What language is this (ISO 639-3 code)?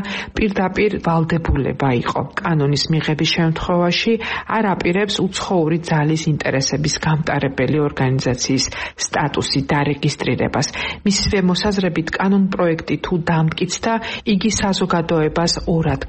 kat